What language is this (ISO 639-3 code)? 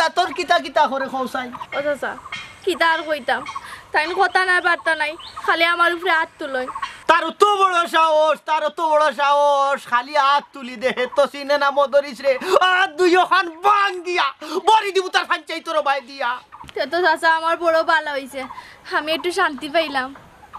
syl